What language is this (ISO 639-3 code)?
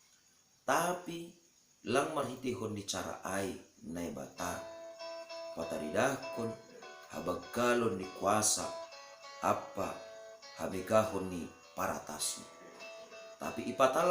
bts